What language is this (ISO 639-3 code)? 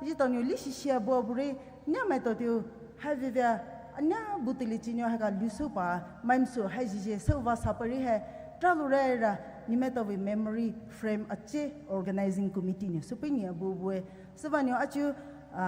pmx